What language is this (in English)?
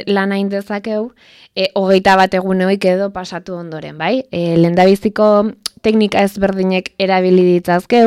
Basque